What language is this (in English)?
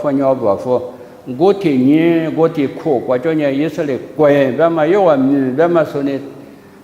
Lisu